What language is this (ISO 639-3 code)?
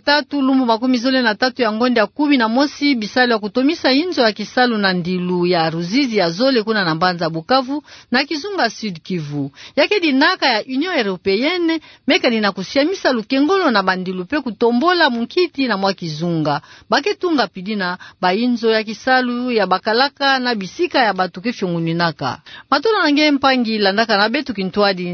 ktu